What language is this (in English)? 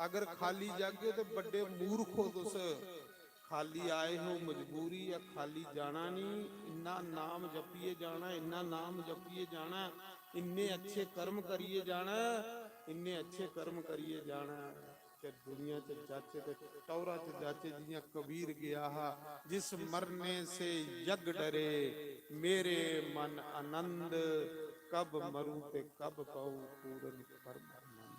Dogri